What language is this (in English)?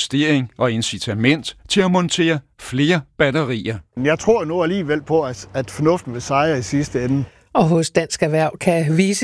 Danish